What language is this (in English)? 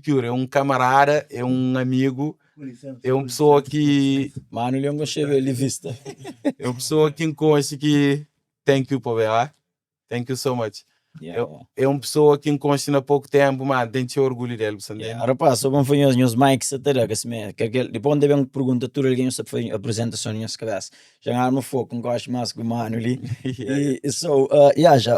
Kabuverdianu